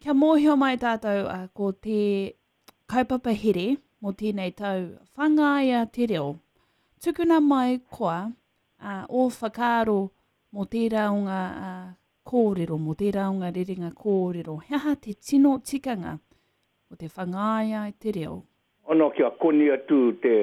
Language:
Māori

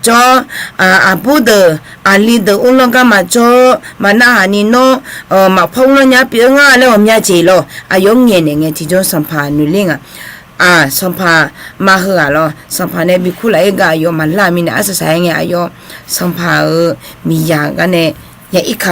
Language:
Akha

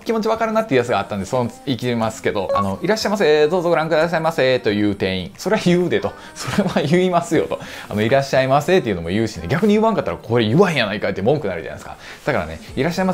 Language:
Japanese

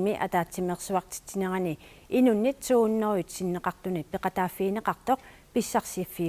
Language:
Kalaallisut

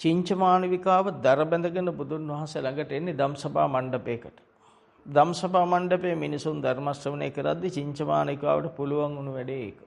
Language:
Sinhala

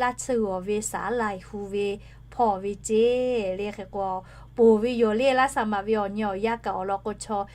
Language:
Lahu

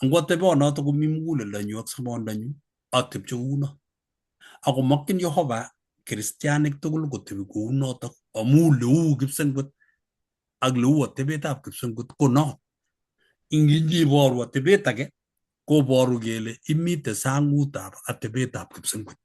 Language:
Kalenjin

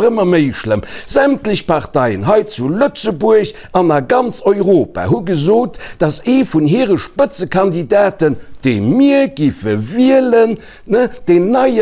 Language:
Luxembourgish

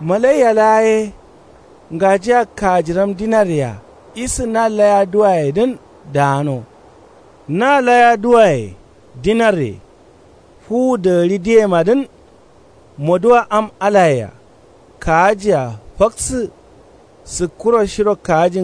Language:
Kanuri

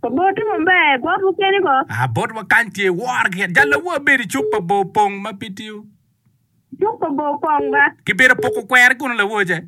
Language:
Acoli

